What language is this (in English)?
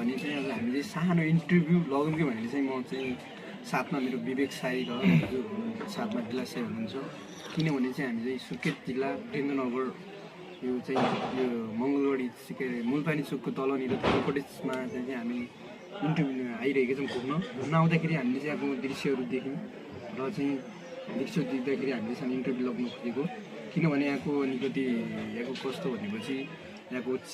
Nepali